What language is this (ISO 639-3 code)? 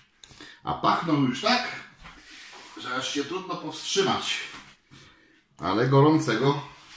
pol